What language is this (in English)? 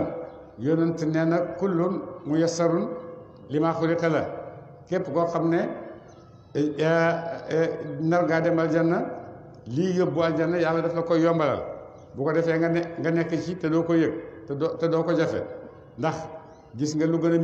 Wolof